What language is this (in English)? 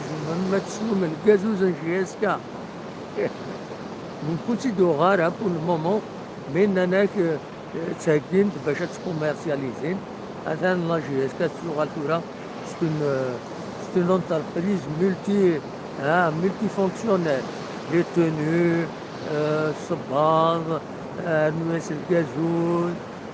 Kabyle